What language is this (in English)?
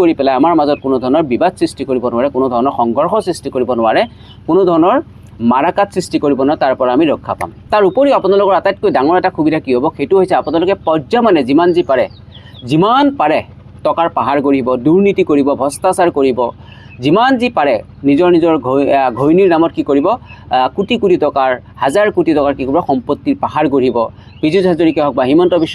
Assamese